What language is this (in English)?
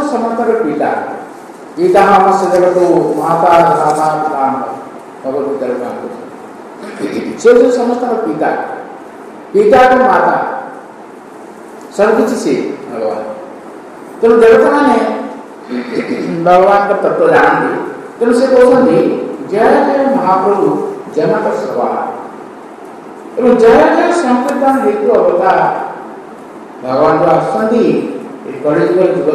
Odia